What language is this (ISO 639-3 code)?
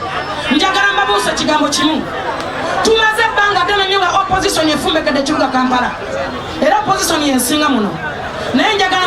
lug